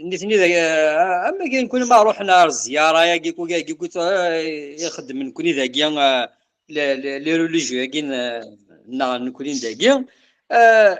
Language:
Kabyle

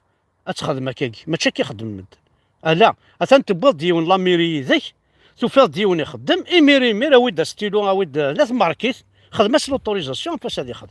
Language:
Kabyle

